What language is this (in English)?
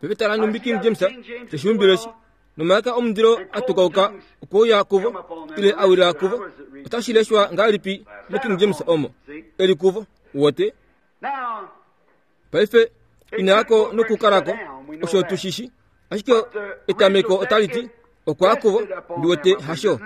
Kuanyama